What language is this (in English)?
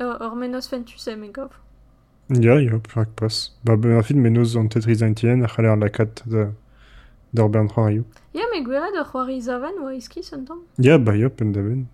Breton